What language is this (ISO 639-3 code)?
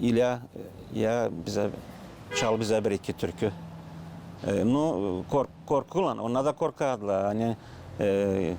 gag